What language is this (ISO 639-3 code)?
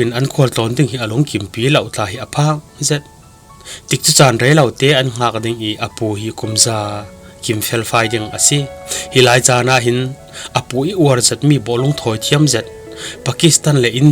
cfm